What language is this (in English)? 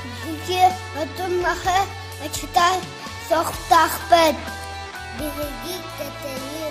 Yakut